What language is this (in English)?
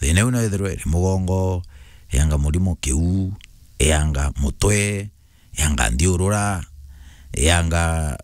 Meru